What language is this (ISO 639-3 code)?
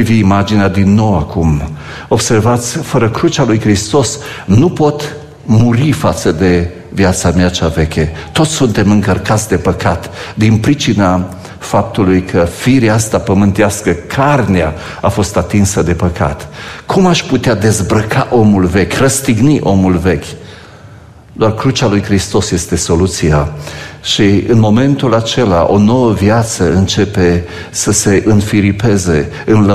ron